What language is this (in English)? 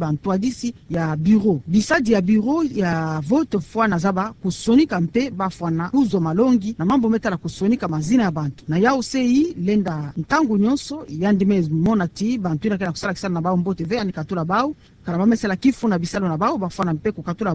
Kituba (Democratic Republic of Congo)